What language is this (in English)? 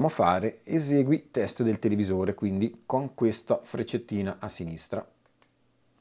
Italian